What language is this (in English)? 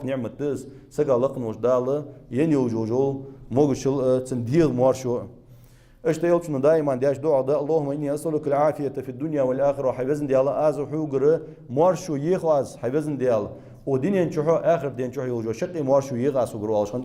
Ingush